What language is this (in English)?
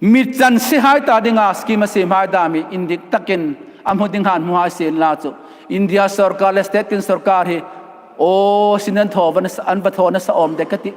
Hmar